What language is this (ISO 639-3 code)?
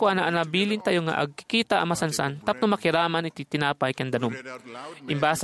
ilo